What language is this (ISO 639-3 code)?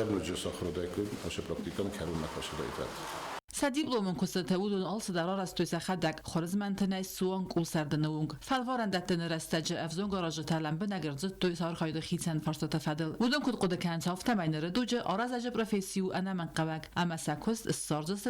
oss